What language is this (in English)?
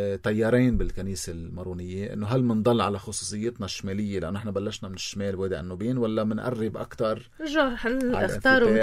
North Levantine Arabic